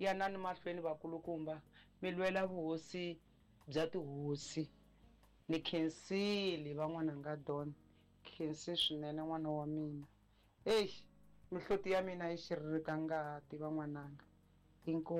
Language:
Tsonga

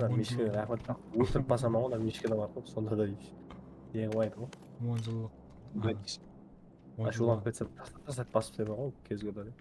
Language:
Kara-Kalpak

